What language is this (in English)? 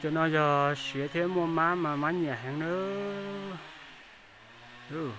Hmong